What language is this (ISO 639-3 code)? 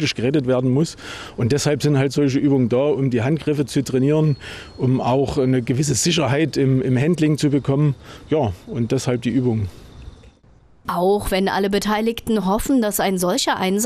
deu